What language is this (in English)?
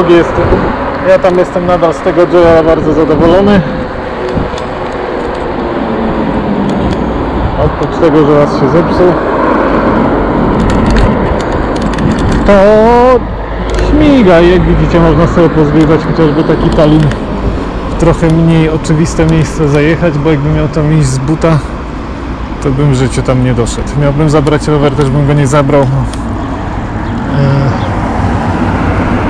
Polish